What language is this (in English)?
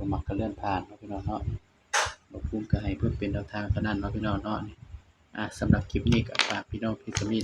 Northeastern Thai